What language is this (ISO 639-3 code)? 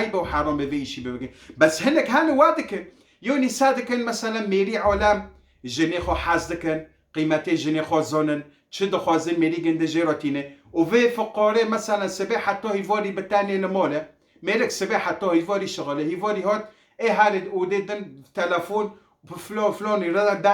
kur